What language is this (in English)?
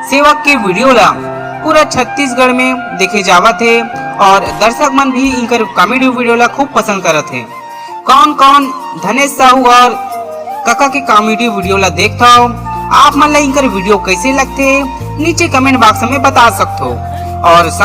Chhattisgarhi